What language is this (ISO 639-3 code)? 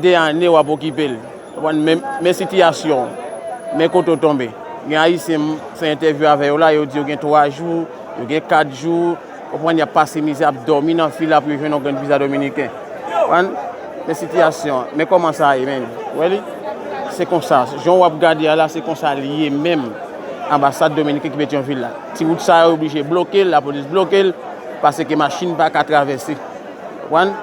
hat